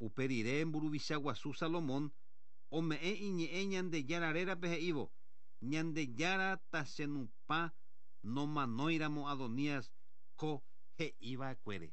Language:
Guarani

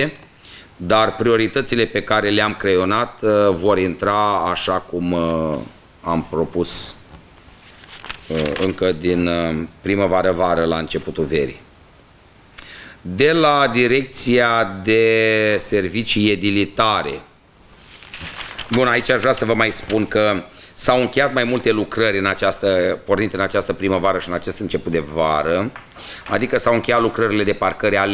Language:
Romanian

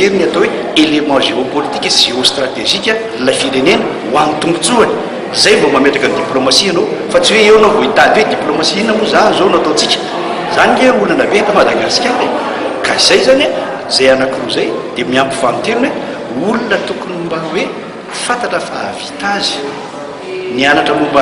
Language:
Malagasy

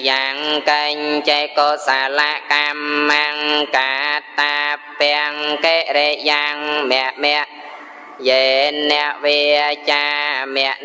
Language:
Khmer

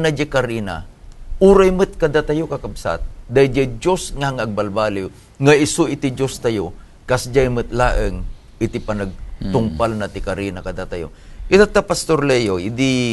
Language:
Iloko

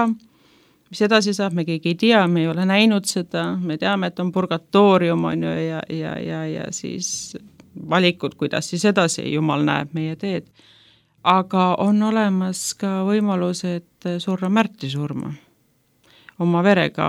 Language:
Estonian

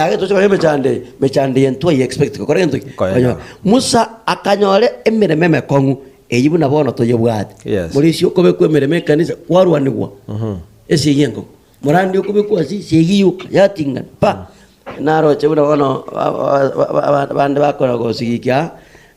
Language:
Gusii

